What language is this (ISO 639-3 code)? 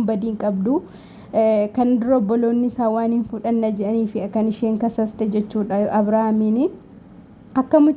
orm